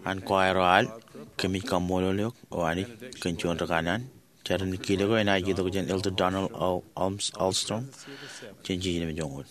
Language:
Marshallese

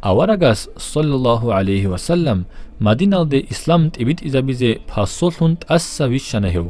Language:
Avaric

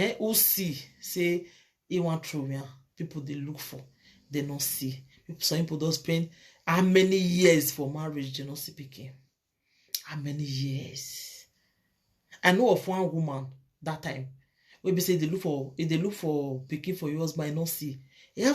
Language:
Nigerian Pidgin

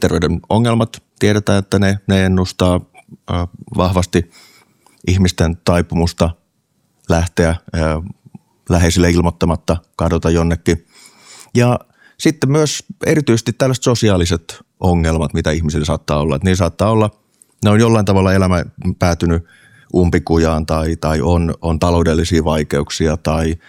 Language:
Finnish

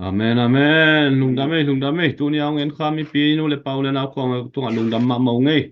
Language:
Tedim Chin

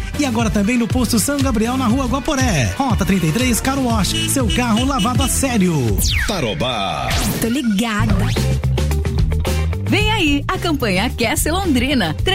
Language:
Portuguese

